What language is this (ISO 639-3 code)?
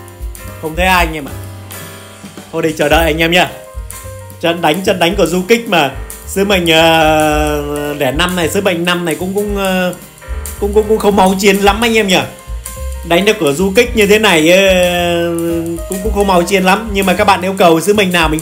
vie